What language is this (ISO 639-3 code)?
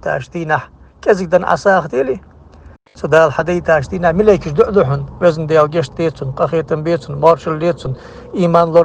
inh